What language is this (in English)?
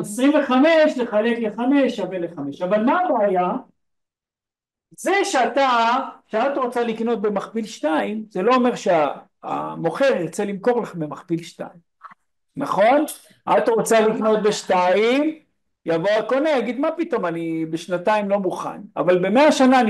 Hebrew